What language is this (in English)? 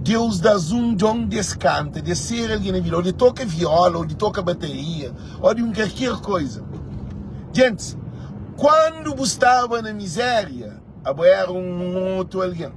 Kabuverdianu